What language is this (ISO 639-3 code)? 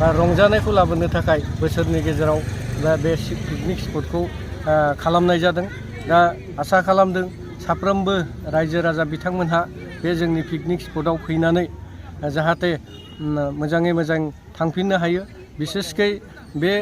brx